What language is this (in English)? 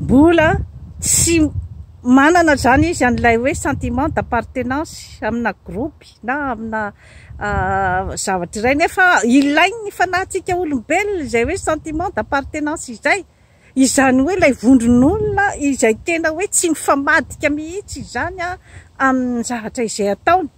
Malagasy